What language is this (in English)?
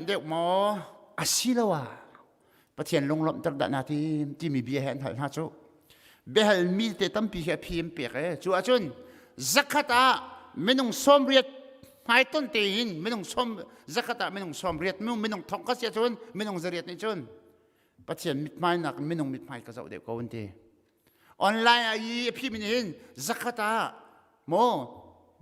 Hakha Chin